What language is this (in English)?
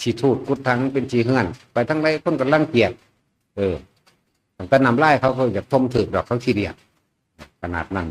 Northeastern Thai